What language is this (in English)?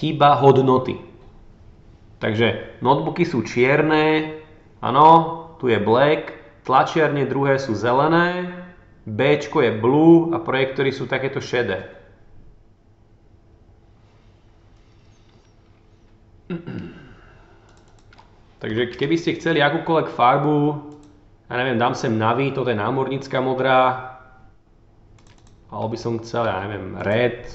Slovak